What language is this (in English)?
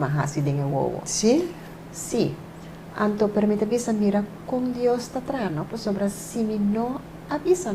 Papiamento